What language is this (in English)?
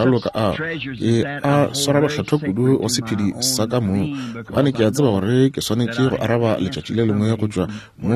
Northern Sotho